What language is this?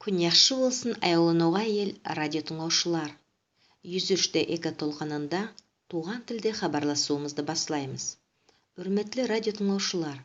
Nogai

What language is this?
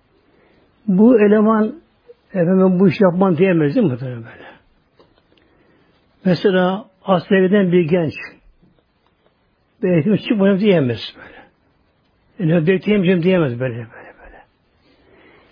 Turkish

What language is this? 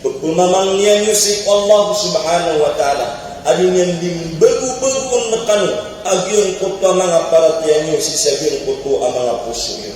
Maranao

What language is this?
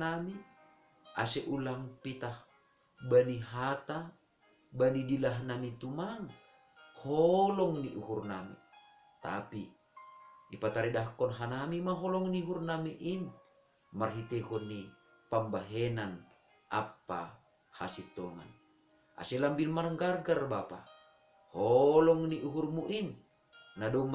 Batak Simalungun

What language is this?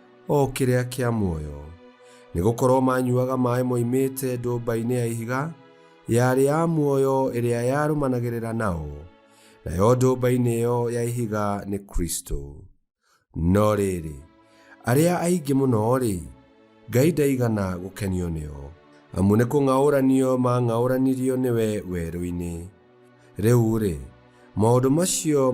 Kikuyu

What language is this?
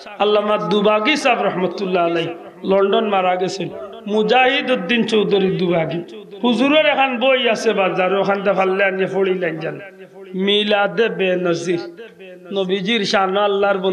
Sylheti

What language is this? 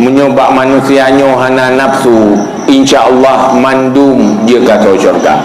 Achinese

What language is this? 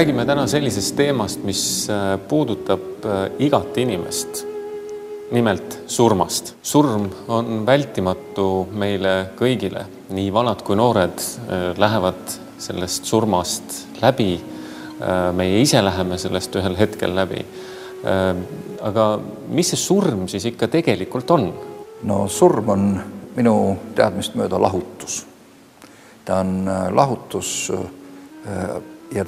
Estonian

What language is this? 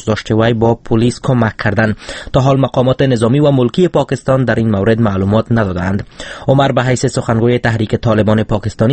Persian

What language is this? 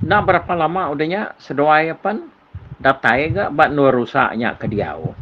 Iban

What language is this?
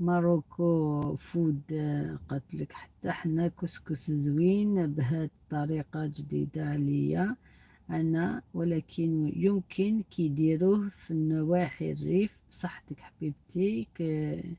Algerian Arabic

